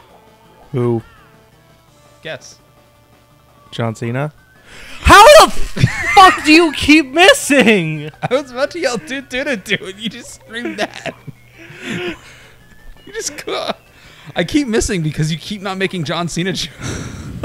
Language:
English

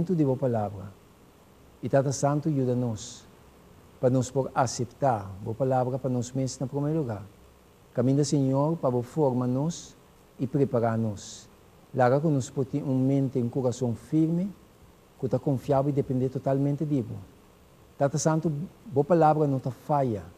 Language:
Papiamento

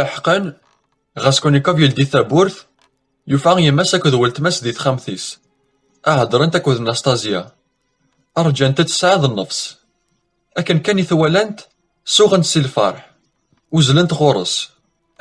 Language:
Kabyle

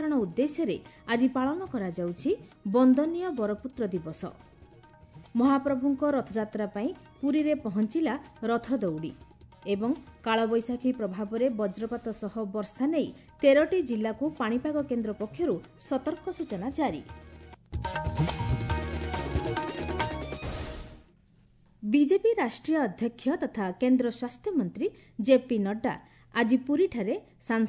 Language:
Odia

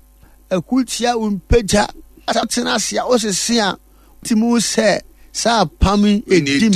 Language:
Akan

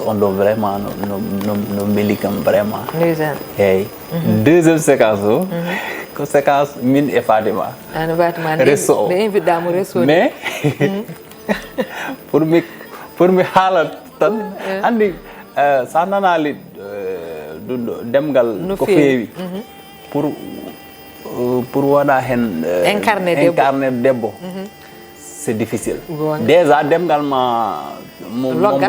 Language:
Fula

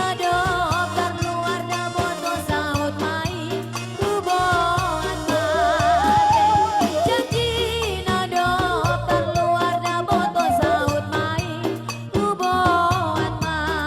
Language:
Batak Simalungun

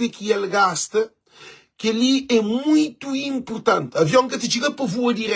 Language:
Kabuverdianu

